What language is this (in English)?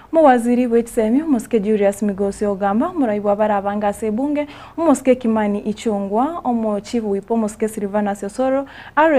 Gusii